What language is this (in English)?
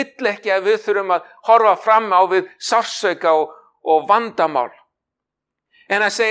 Icelandic